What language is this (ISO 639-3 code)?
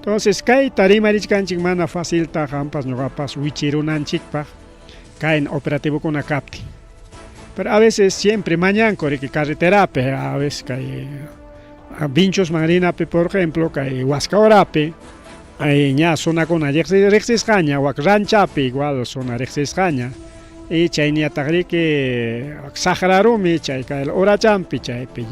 quy